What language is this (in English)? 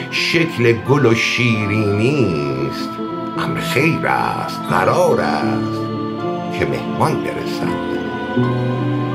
Persian